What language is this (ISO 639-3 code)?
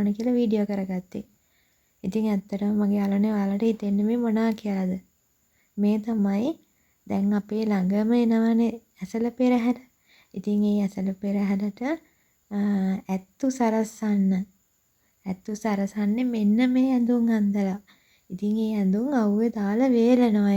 sin